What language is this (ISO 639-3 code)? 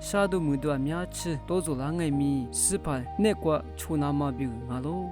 lis